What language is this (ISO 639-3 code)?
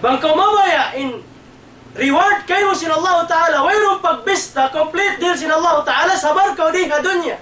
tsg